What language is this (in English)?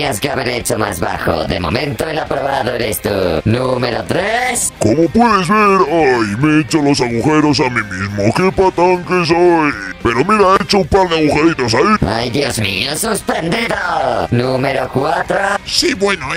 Spanish